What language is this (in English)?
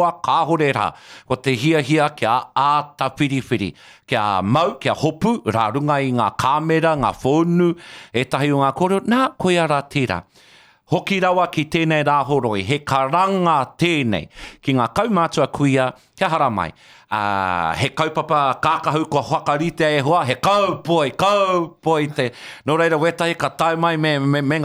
Māori